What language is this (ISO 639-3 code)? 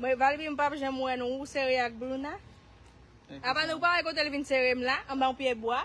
hat